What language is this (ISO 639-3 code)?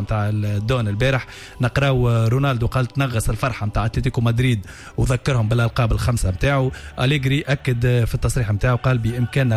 aeb